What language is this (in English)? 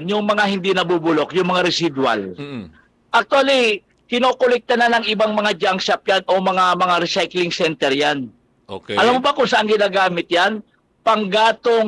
Filipino